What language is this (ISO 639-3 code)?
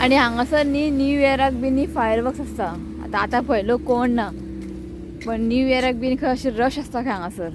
kok